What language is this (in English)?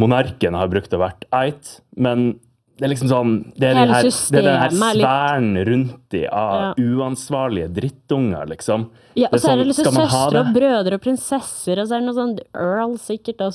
Norwegian